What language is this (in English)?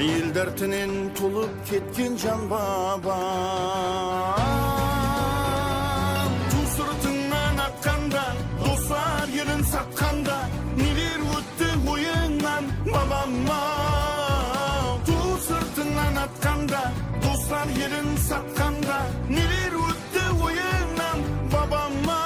Kara-Kalpak